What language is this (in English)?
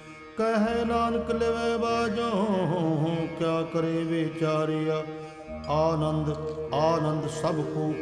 Punjabi